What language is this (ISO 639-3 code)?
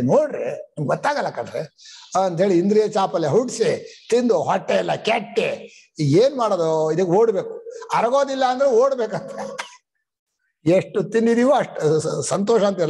kan